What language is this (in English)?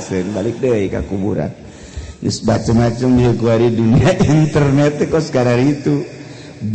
Sundanese